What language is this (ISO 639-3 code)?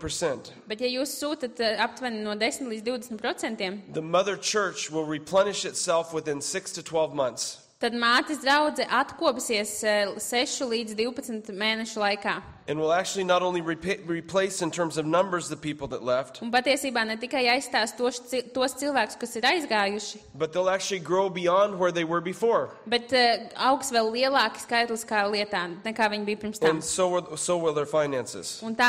lav